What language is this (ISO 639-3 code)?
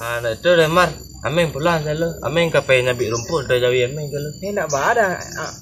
min